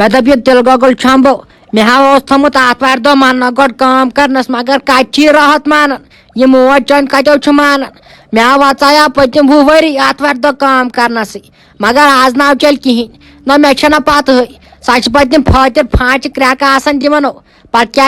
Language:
Kashmiri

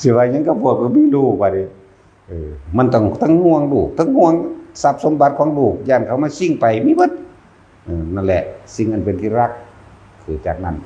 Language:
Northeastern Thai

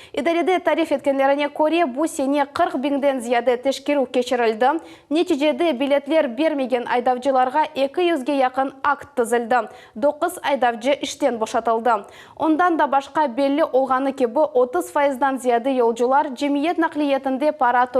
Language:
Crimean Tatar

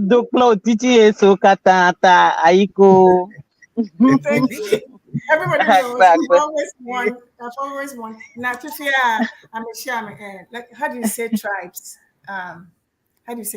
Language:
Ewe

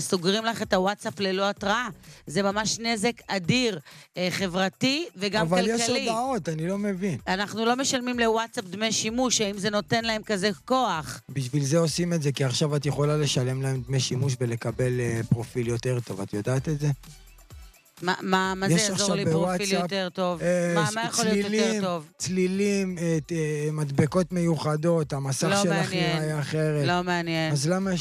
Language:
Hebrew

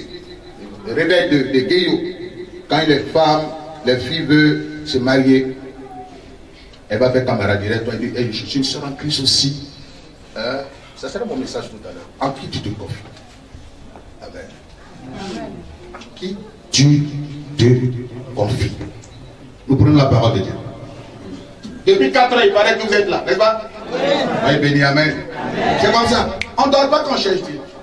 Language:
French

